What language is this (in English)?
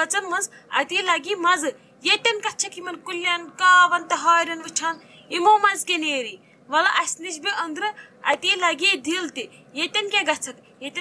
Kashmiri